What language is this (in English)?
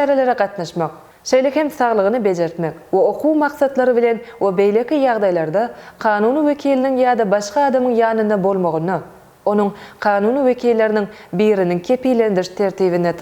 Turkmen